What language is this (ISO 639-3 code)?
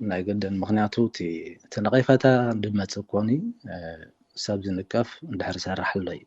tir